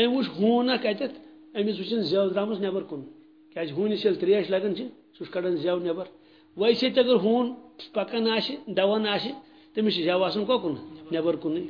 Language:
Kashmiri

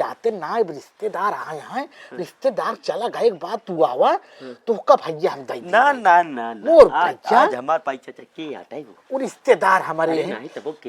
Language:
Awadhi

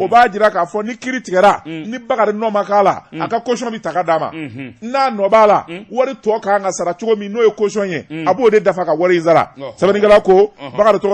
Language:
Bambara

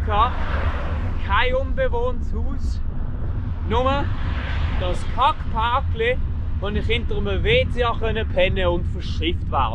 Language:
Swiss German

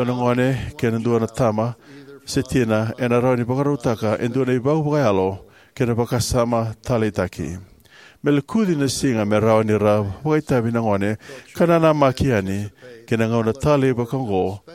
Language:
Fijian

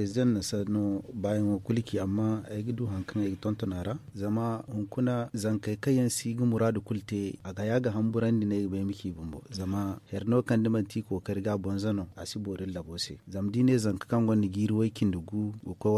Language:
Zarma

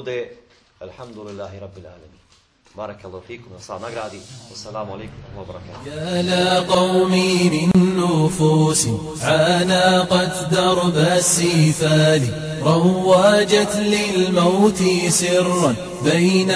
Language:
Bosnian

